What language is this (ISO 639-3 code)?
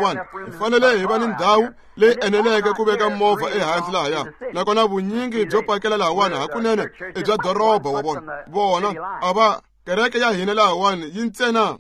tso